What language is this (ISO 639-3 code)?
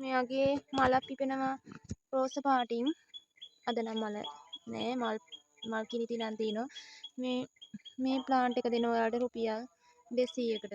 sin